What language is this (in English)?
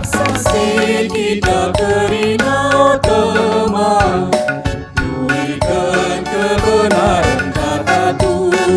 Batak Karo